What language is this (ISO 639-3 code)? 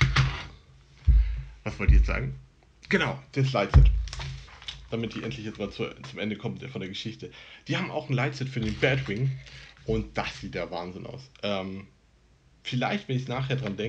deu